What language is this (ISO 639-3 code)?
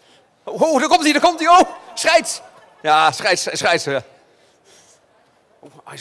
nld